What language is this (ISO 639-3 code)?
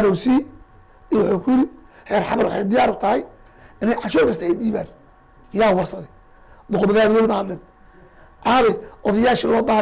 som